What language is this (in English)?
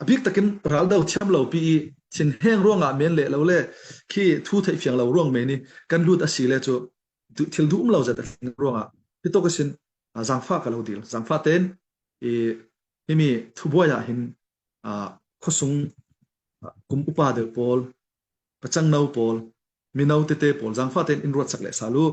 Falam Chin